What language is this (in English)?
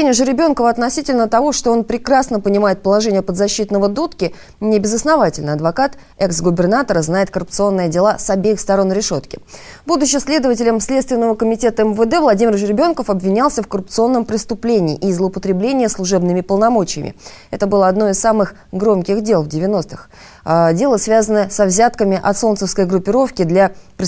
Russian